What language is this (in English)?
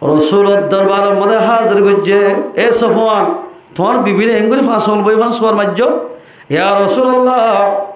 Rohingya